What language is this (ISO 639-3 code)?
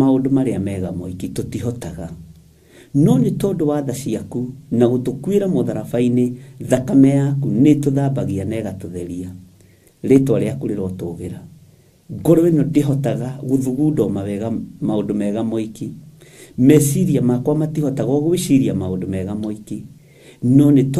kik